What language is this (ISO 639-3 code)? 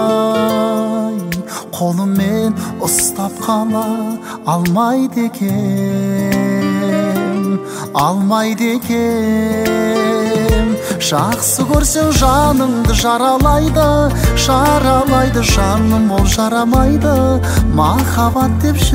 kaz